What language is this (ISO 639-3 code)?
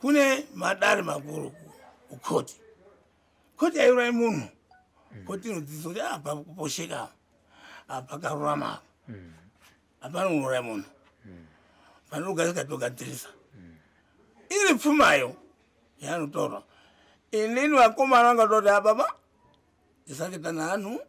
sna